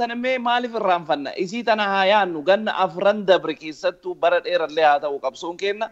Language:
Oromo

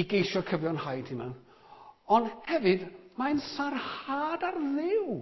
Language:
Welsh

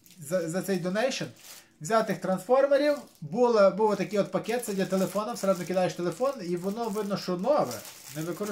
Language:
Ukrainian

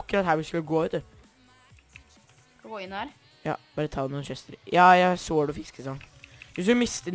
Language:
Norwegian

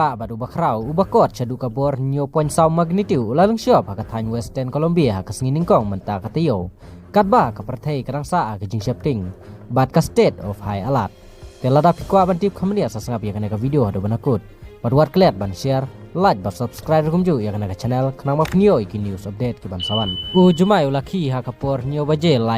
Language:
Khasi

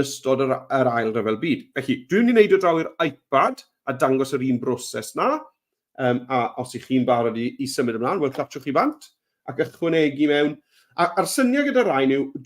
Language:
Welsh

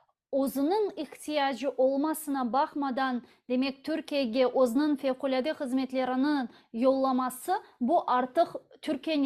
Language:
Crimean Tatar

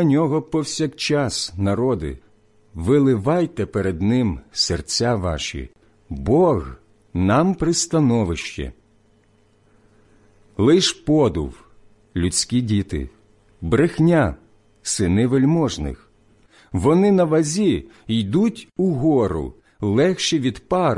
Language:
Ukrainian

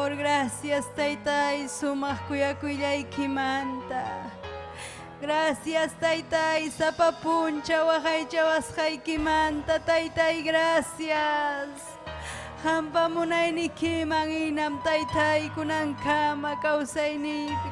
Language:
Ayacucho Quechua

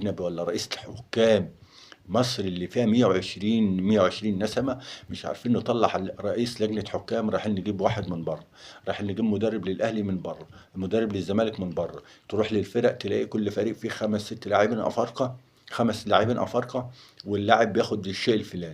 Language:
Egyptian Arabic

